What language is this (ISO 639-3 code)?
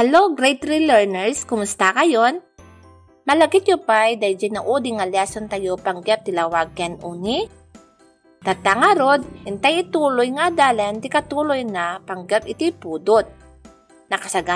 ilo